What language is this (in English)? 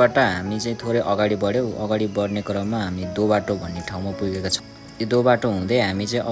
Nepali